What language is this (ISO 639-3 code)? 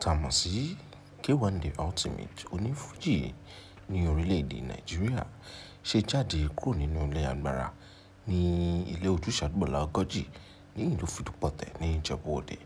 yor